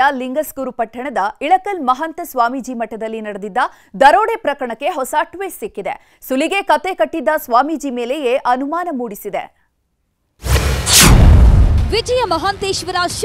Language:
Kannada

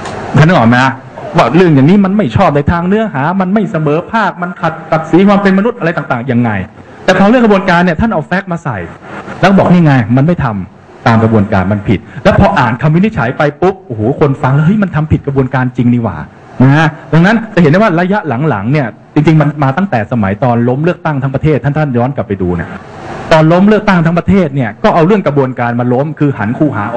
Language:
Thai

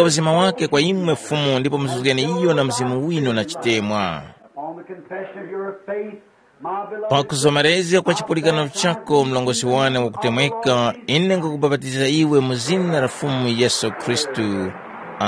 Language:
Tumbuka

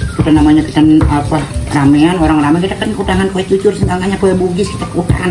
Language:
Betawi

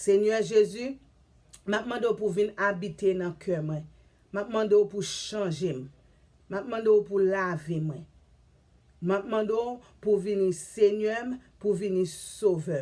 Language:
Haitian Creole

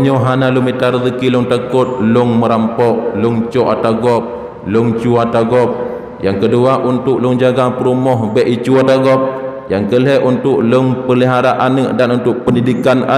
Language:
Achinese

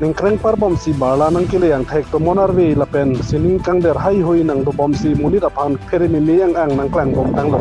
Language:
Karbi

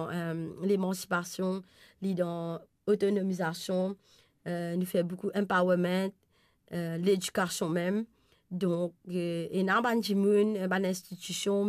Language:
Morisyen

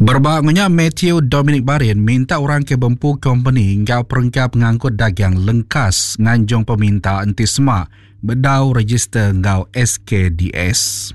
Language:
Iban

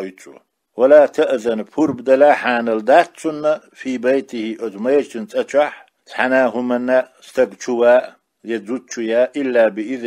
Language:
Chechen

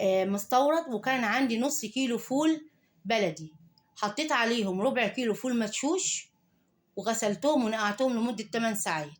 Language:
Egyptian Arabic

